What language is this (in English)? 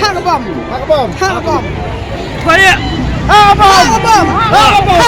Khasi